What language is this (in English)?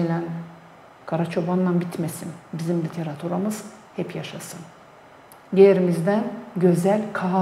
Gagauz